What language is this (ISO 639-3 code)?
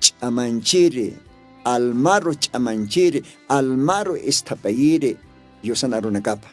aym